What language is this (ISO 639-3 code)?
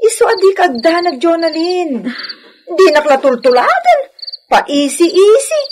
ilo